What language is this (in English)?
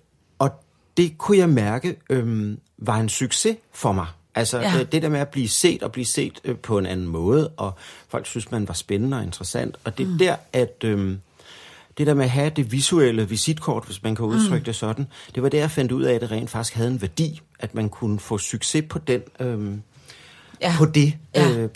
Danish